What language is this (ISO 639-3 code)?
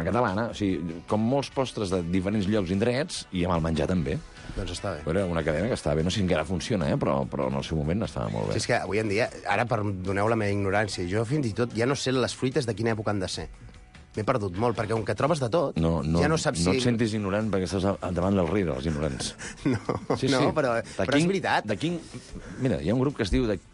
cat